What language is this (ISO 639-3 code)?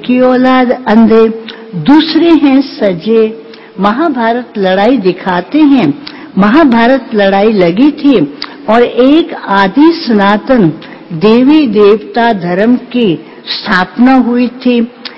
hin